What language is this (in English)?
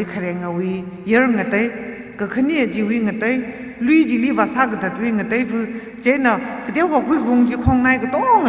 Tangkhul Naga (India)